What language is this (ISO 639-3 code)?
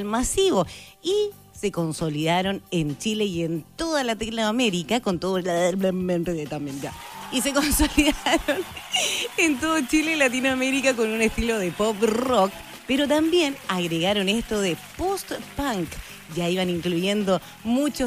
spa